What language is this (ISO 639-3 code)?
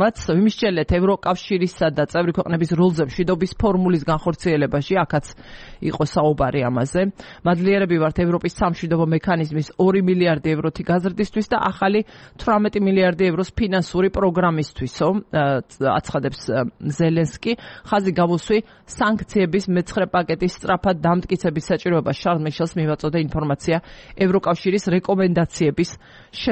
kat